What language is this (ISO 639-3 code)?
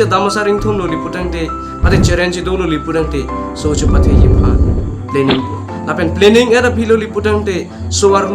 mjw